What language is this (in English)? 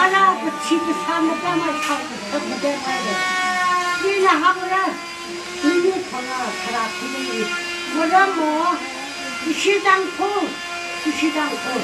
Tangkhul Naga (India)